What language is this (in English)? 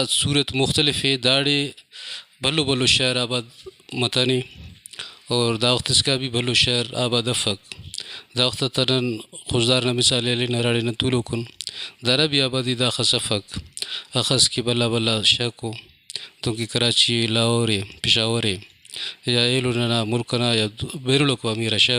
Brahui